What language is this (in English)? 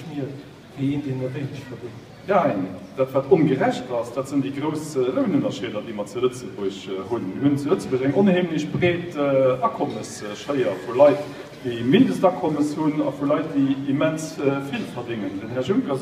Luxembourgish